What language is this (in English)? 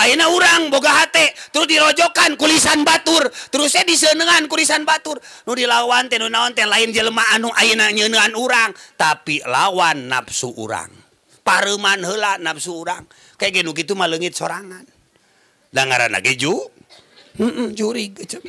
Sundanese